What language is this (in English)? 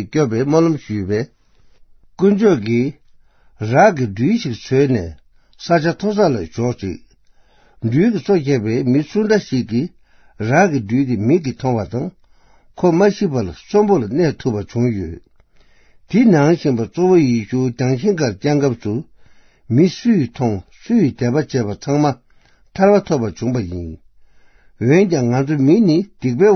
Tibetan